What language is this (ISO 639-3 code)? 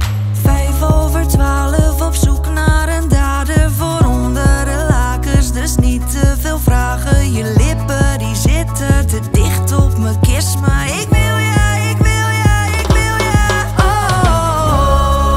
nld